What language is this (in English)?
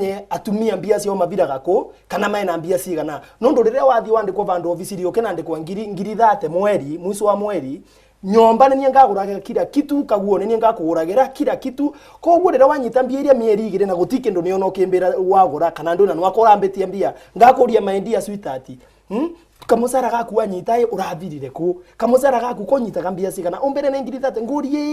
Meru